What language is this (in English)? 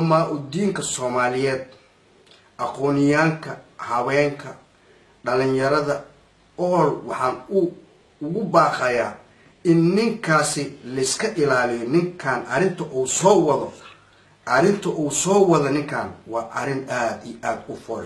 Somali